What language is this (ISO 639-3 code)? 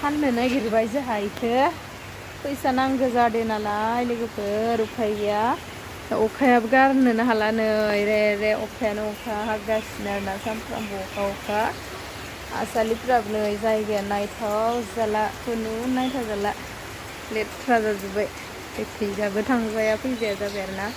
brx